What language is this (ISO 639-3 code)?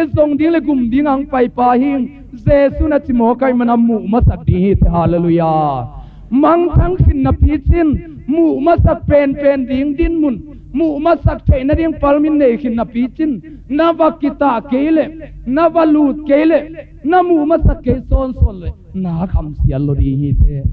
ctd